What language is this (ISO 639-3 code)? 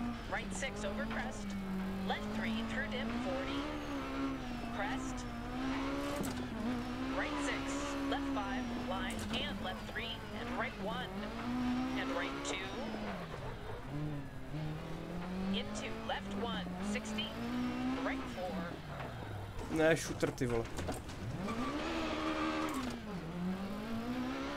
ces